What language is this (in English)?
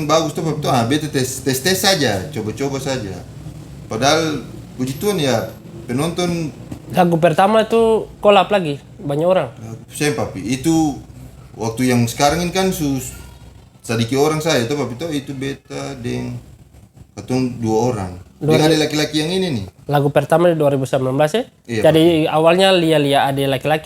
Ambonese Malay